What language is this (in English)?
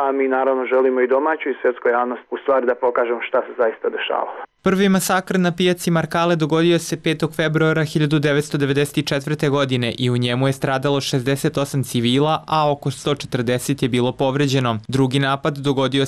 Serbian